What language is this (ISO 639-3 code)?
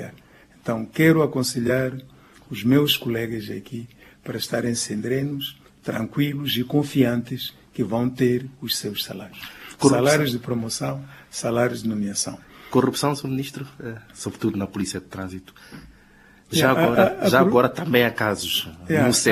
por